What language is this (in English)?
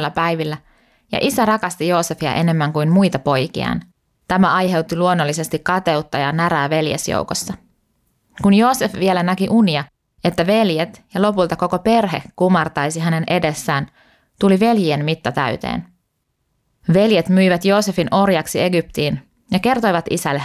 Finnish